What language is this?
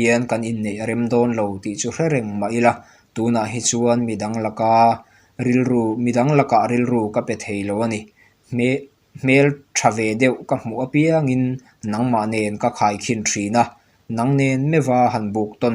Mizo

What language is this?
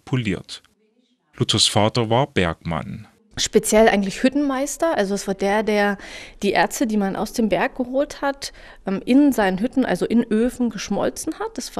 German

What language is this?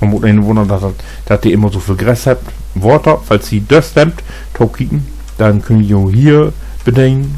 Low German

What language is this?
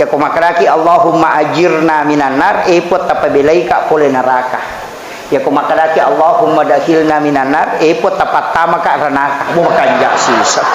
Buginese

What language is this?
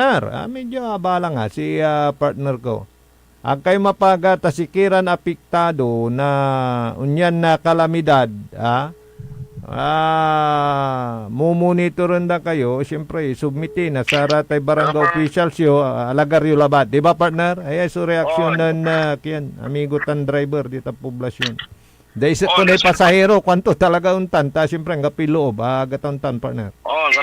Pangasinan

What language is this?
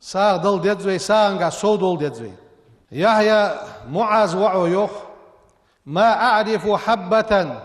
Ingush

